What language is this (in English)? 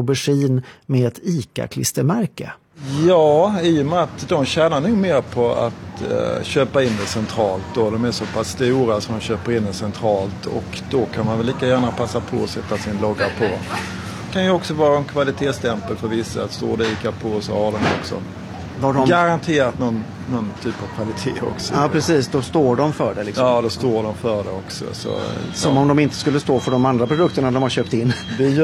Swedish